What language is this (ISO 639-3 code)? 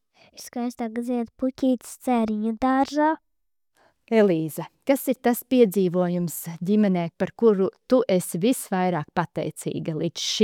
lav